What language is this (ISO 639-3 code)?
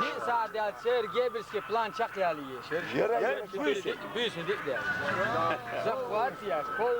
che